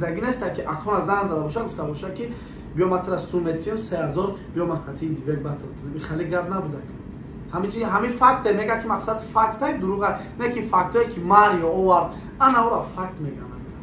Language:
Tajik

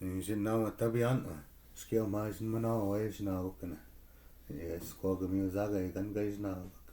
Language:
Chippewa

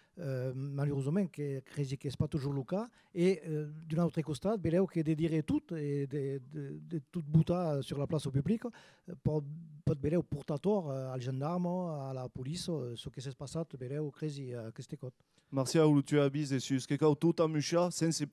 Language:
Occitan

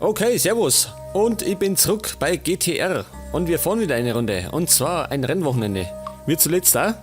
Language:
Bavarian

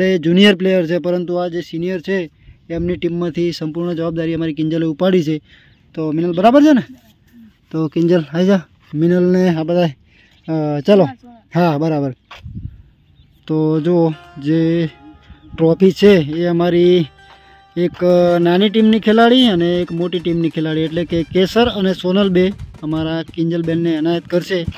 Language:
Gujarati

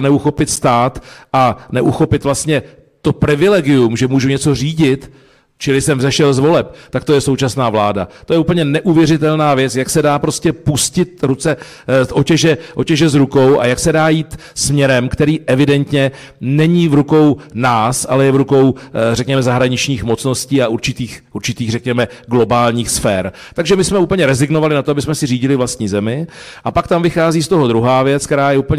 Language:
Czech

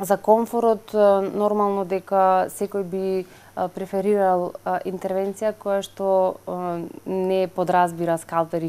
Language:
Macedonian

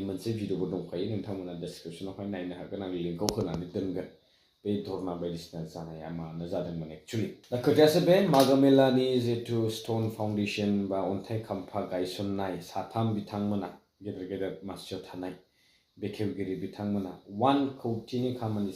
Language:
Bodo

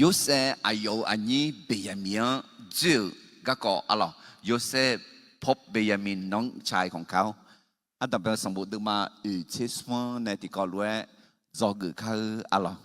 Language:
Akha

